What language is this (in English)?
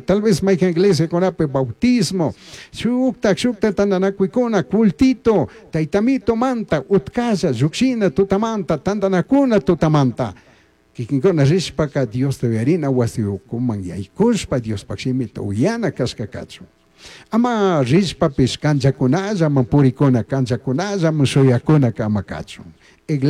Chimborazo Highland Quichua